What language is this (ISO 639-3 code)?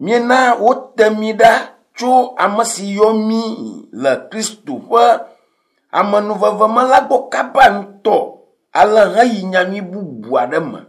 ewe